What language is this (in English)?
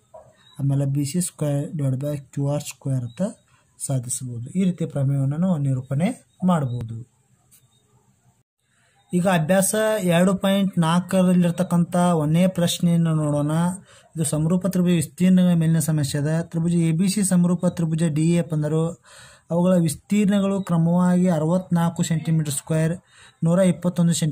Kannada